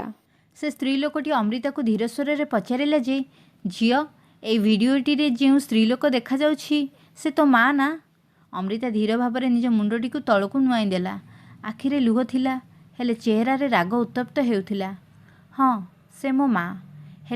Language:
Odia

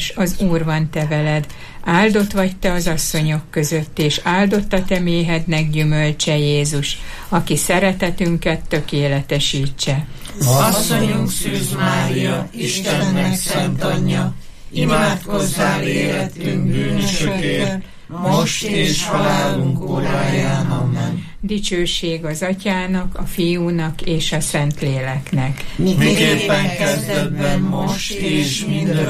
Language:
Hungarian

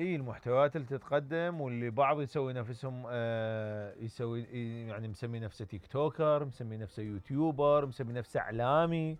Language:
Mesopotamian Arabic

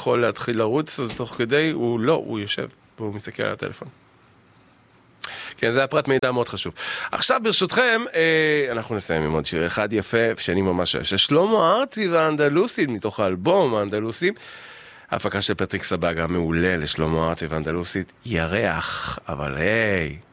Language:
Hebrew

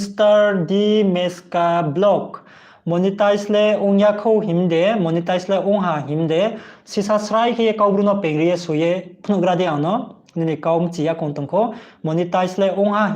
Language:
Riang (India)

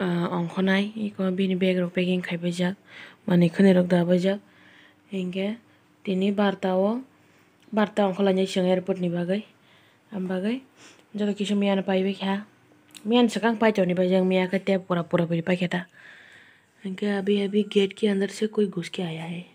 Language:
Kok Borok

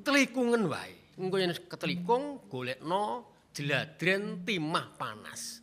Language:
Javanese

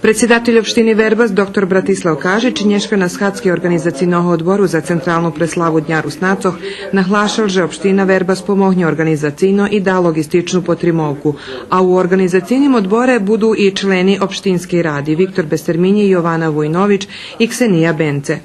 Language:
Rusyn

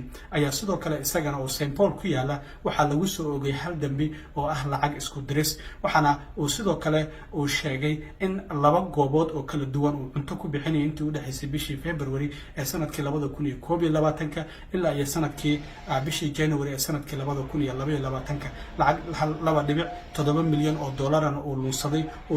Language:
Somali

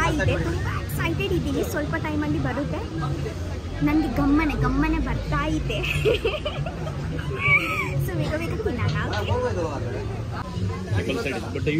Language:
Tulu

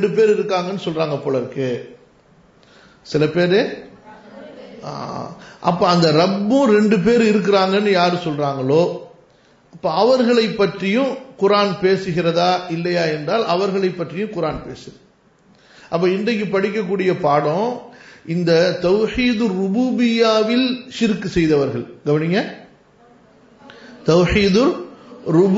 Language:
Tamil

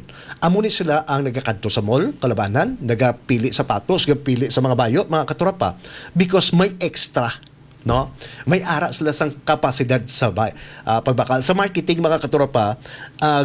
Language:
Hiligaynon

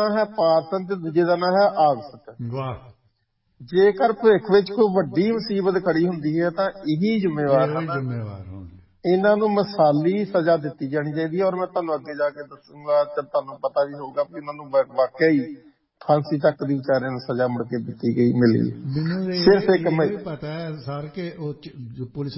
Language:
Punjabi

